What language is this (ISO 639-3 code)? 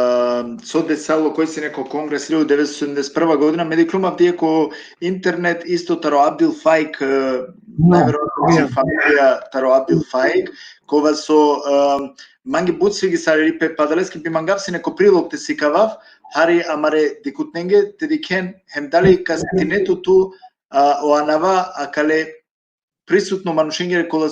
rmn